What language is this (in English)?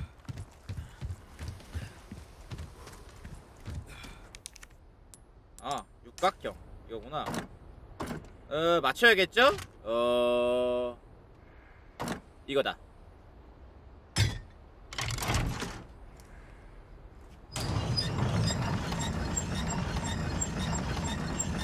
Korean